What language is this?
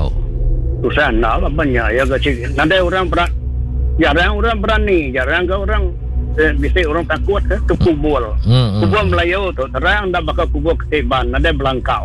Iban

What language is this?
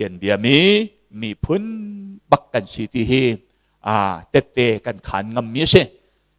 Hakha Chin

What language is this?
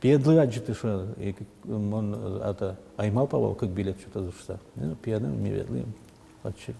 Udmurt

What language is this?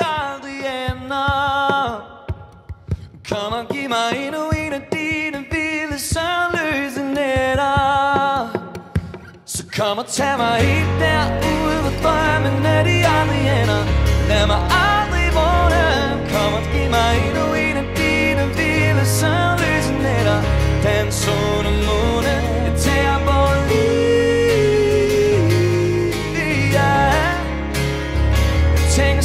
Danish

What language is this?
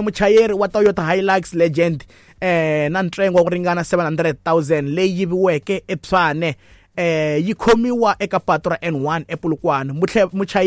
Tsonga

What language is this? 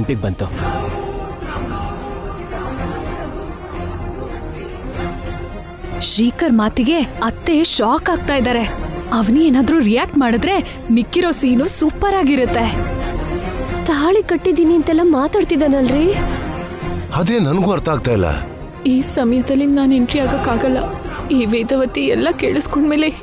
Kannada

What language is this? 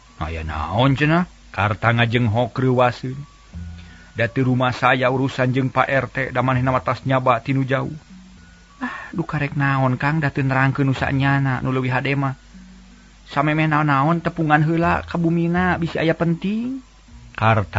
Sundanese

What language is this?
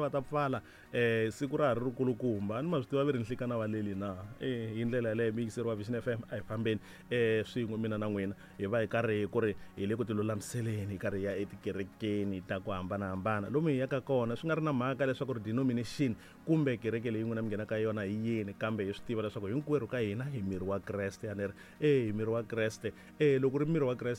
Tsonga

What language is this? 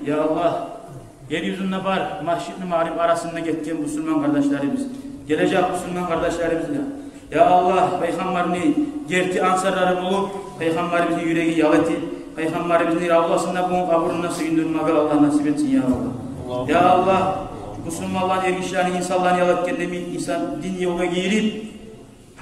Kumyk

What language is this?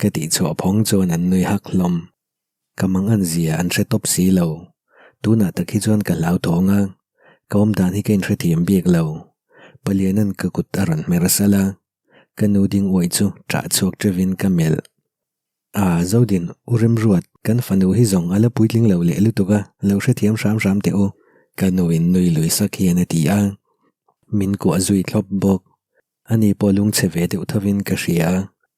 Mizo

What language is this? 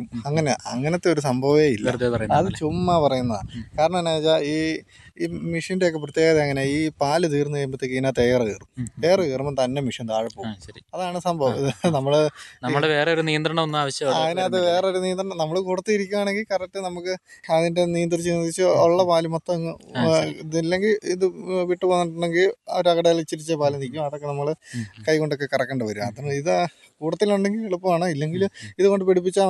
Malayalam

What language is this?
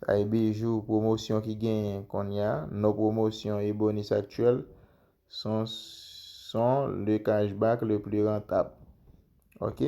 Haitian Creole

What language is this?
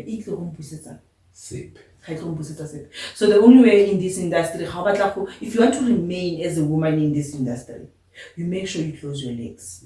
Tswana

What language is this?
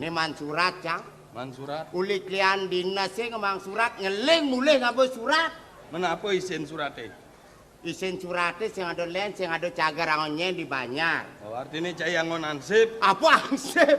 Balinese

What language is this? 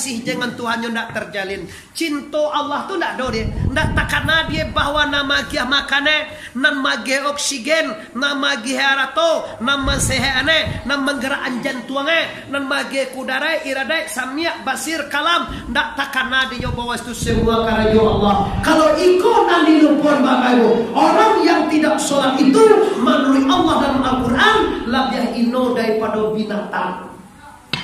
Minangkabau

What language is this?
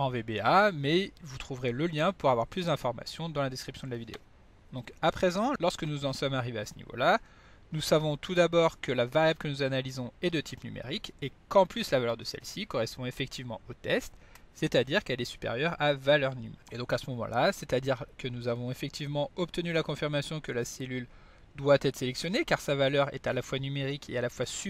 French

